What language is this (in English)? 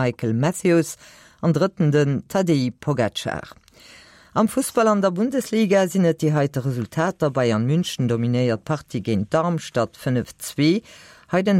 Luxembourgish